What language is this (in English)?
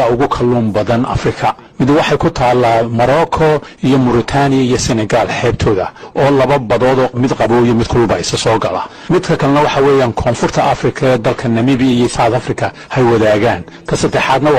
Somali